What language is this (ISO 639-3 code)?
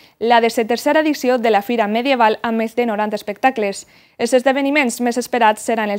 cat